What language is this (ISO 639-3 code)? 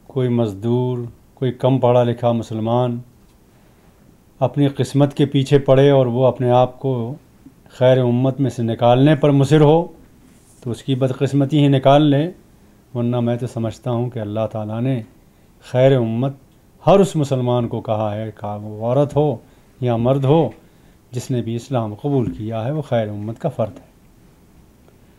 urd